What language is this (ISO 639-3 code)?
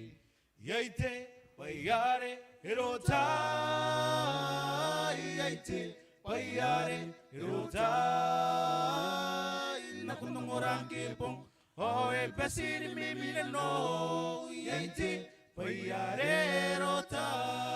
gil